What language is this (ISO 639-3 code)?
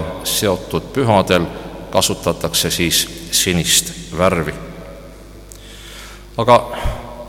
est